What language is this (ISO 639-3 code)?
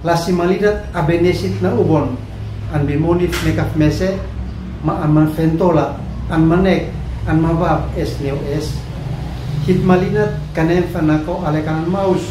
aoz